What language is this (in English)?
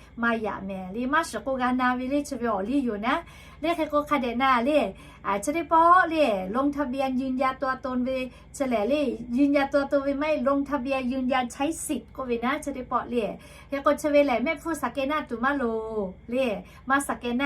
Lahu